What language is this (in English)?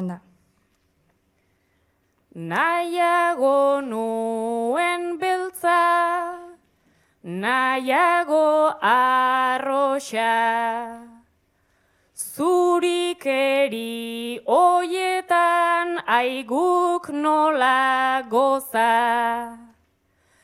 Basque